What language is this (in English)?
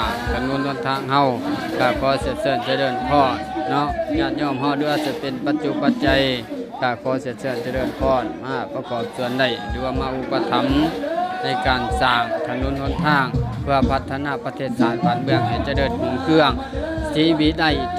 Lao